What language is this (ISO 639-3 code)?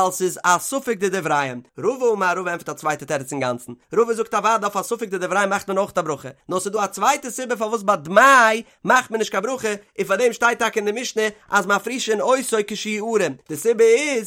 yid